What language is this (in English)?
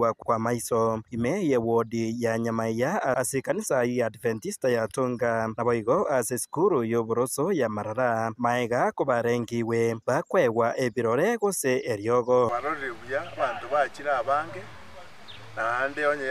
Gusii